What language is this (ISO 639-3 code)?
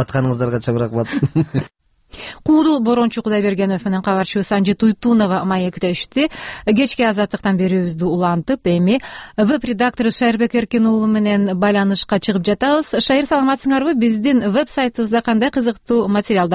kir